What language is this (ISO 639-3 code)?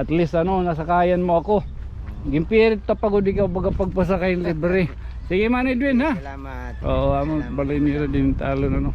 war